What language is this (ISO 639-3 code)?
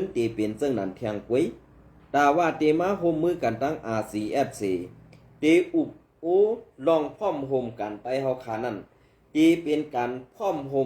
shn